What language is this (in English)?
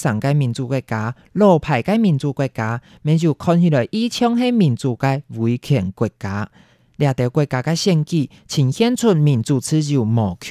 Hakka Chinese